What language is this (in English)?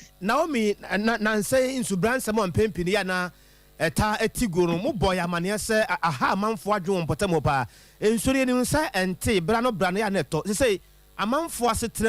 Akan